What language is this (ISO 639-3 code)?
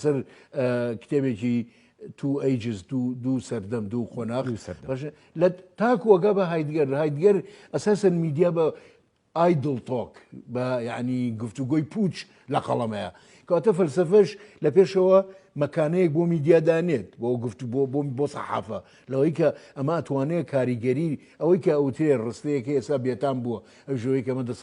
ckb